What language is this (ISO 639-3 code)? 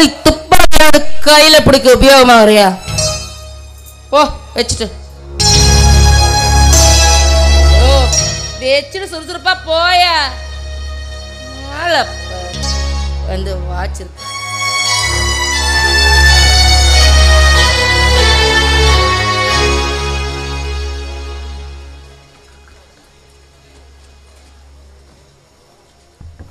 tam